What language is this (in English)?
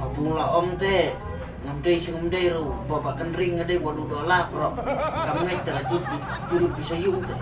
Khasi